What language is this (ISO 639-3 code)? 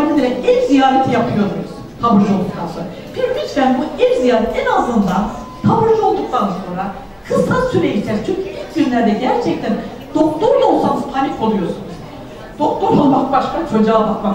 tur